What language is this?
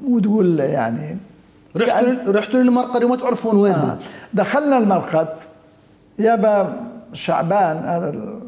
Mesopotamian Arabic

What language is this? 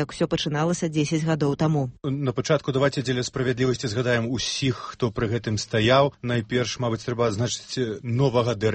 Belarusian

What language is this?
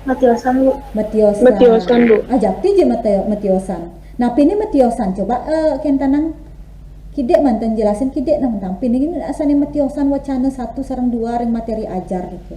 Balinese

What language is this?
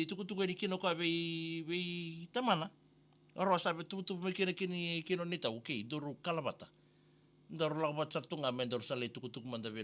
Fijian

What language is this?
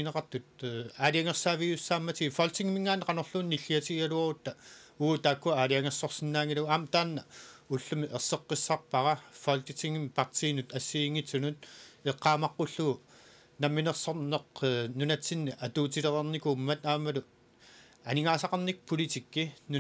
Kalaallisut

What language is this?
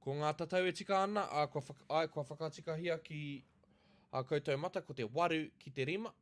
Māori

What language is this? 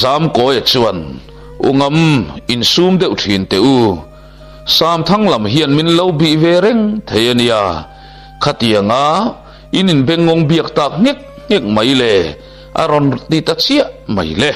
Mizo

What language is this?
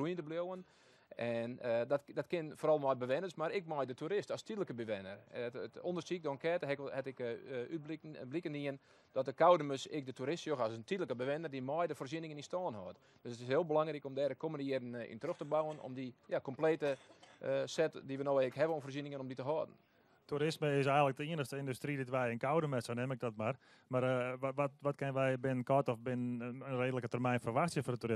Western Frisian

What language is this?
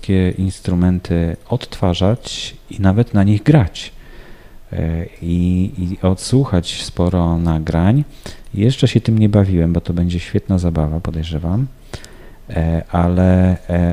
Polish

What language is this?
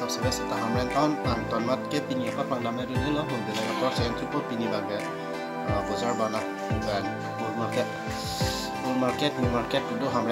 Karbi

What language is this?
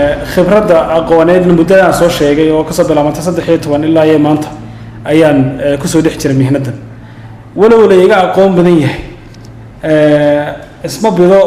Somali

